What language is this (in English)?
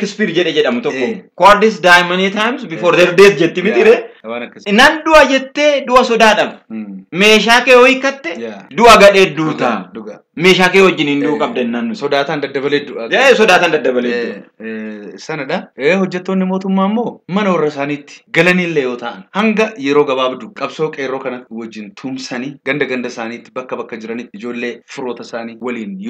Oromo